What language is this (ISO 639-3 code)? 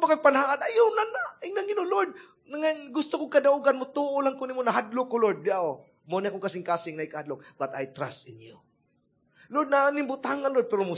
ceb